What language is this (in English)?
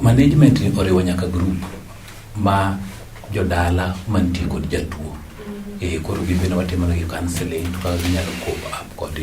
Luo (Kenya and Tanzania)